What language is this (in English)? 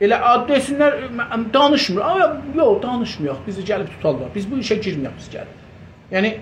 South Azerbaijani